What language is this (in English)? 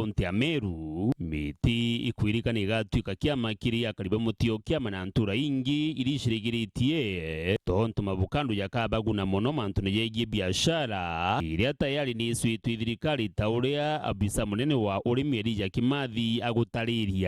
Meru